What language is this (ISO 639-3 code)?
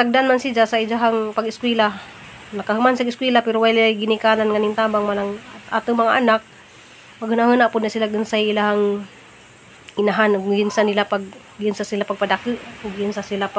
ceb